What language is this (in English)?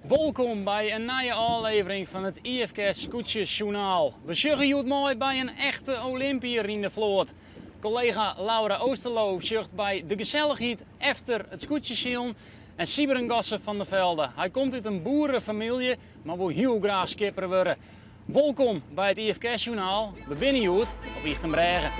Western Frisian